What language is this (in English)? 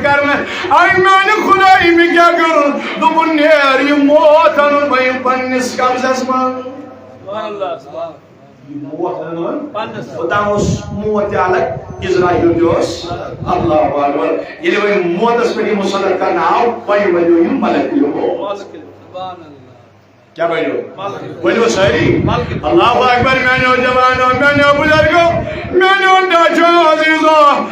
Kashmiri